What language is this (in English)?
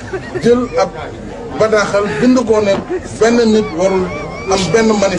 Wolof